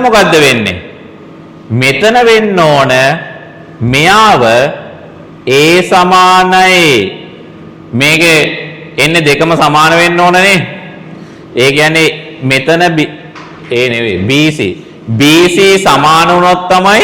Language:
Sinhala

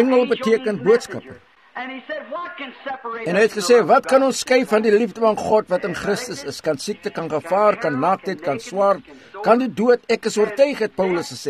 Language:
Afrikaans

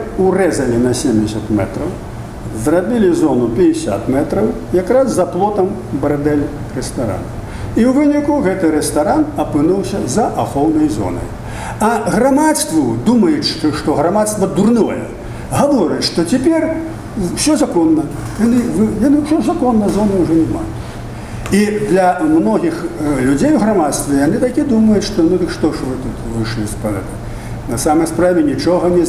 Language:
Belarusian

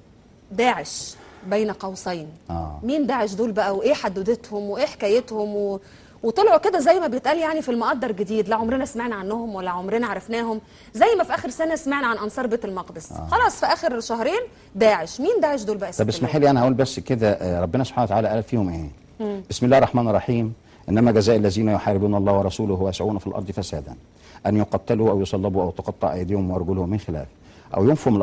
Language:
Egyptian Arabic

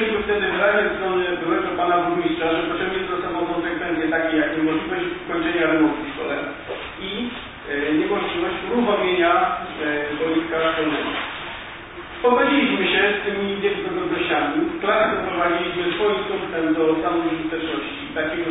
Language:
Polish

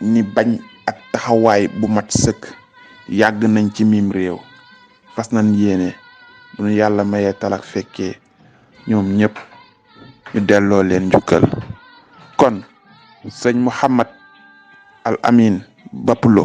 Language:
Wolof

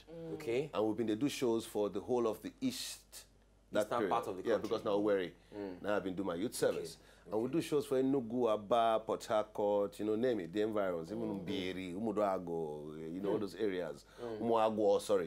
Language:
Nigerian Pidgin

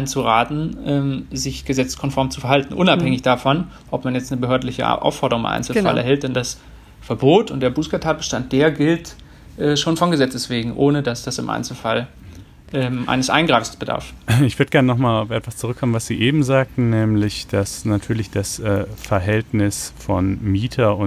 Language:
German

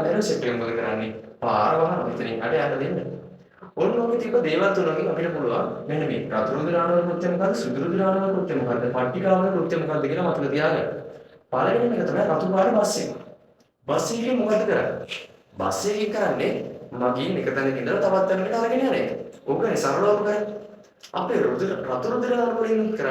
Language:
Sinhala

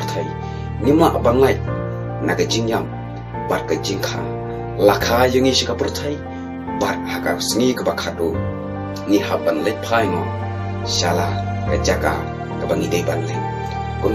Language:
Khasi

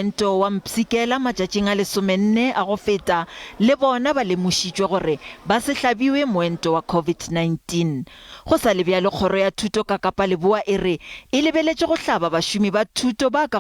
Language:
Northern Sotho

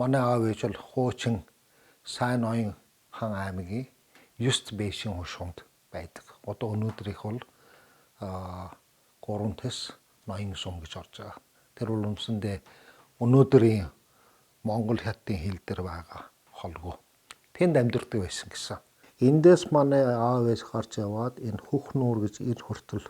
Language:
Mongolian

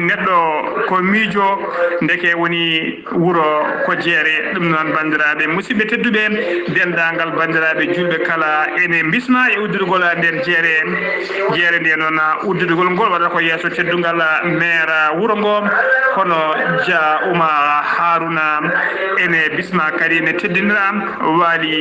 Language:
Fula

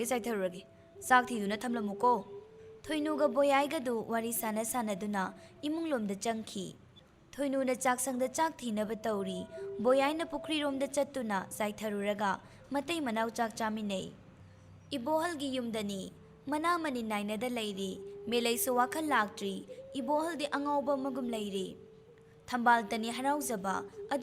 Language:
Manipuri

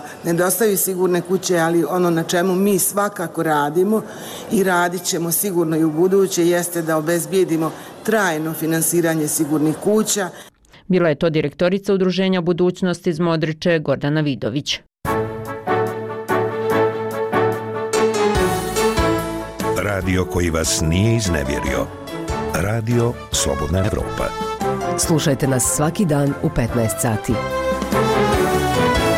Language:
Bosnian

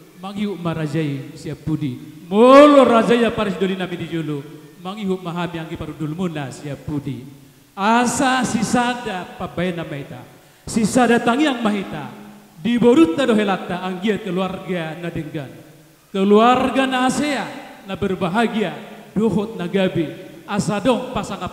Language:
Batak Toba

